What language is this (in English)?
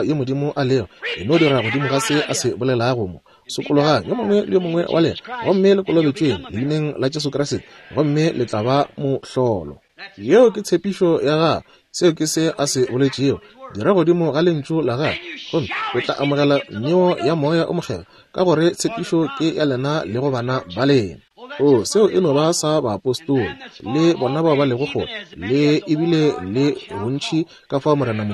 Northern Sotho